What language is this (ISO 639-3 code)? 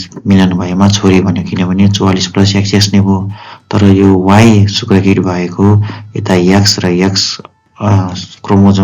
nep